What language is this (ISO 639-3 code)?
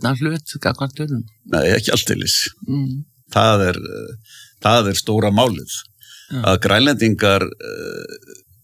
isl